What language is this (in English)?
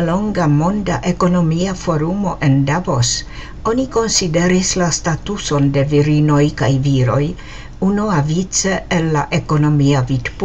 Esperanto